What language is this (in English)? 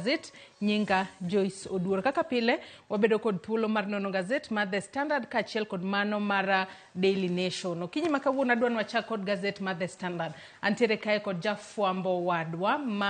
Luo (Kenya and Tanzania)